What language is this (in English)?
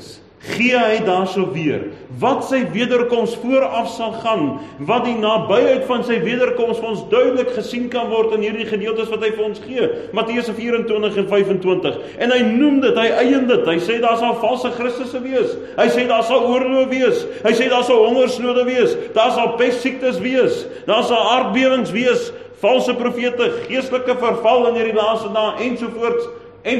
Afrikaans